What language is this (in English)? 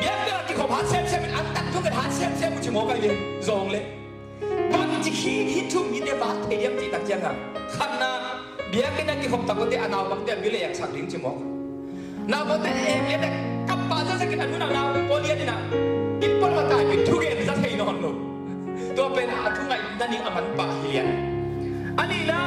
Tedim Chin